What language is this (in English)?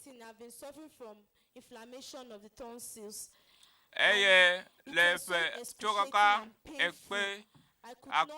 Ewe